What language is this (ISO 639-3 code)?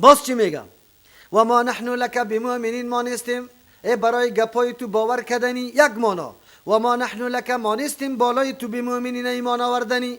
fas